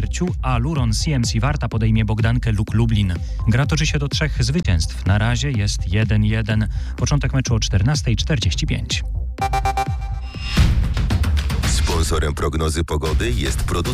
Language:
Polish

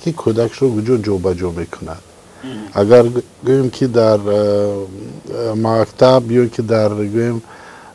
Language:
Tajik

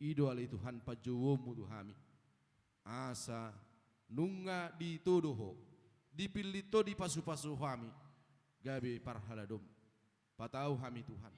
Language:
Batak Toba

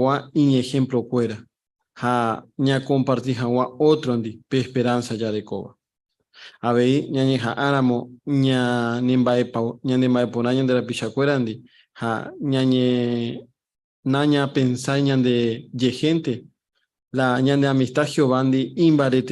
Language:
Guarani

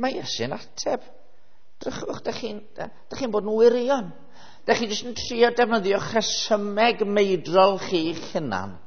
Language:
Welsh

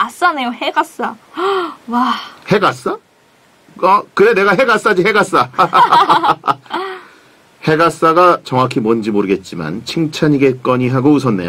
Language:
Korean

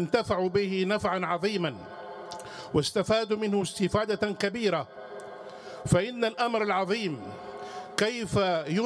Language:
Arabic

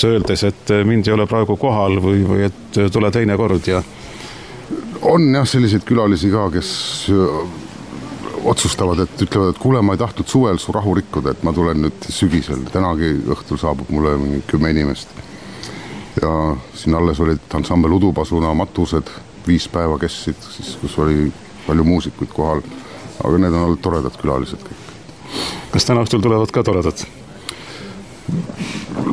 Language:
Estonian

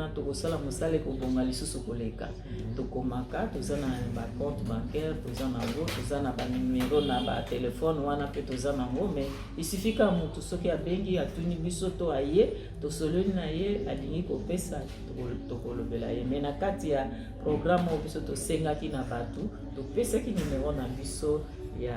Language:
Lingala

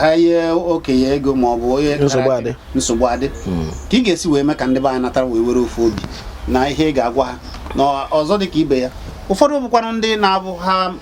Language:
Igbo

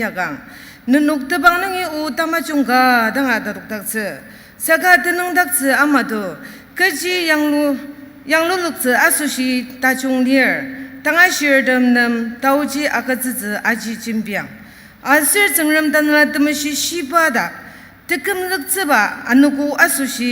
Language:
Ao Naga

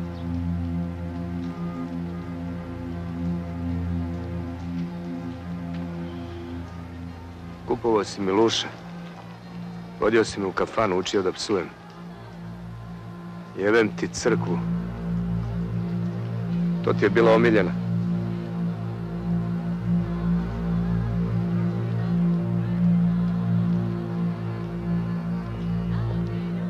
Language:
Serbian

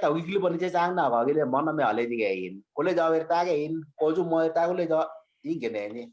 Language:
Kalenjin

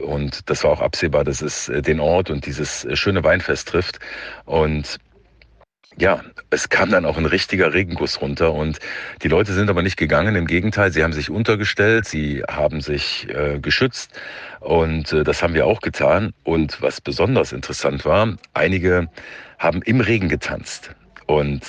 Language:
German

